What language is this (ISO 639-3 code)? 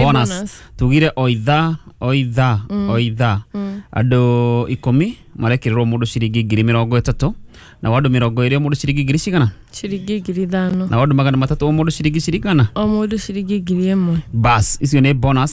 kik